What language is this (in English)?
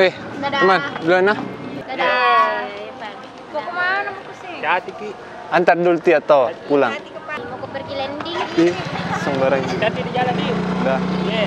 Makassar Malay